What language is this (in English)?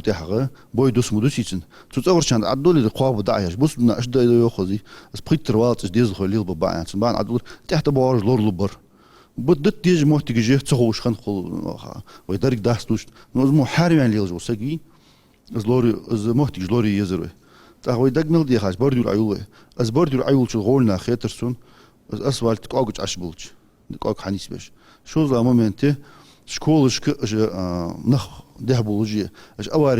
Ingush